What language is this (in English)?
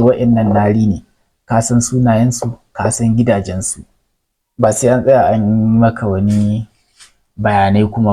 Hausa